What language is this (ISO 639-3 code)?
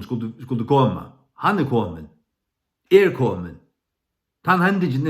fao